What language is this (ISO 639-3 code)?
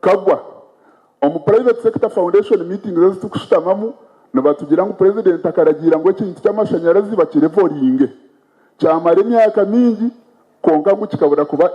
nyn